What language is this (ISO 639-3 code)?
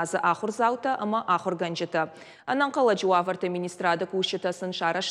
oss